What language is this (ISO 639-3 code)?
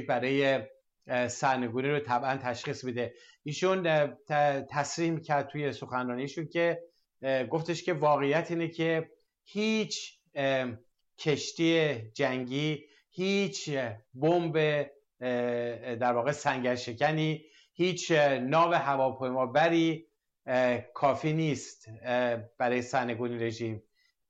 fas